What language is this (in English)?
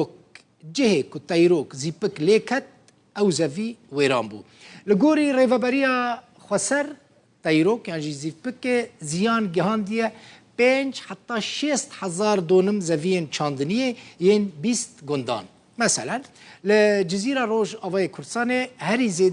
Kurdish